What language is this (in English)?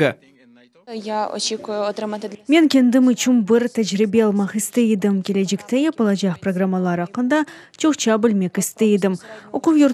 Crimean Tatar